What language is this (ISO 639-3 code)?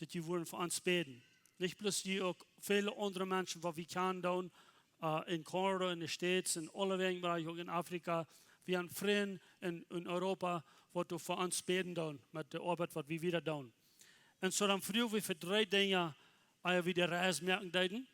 pdt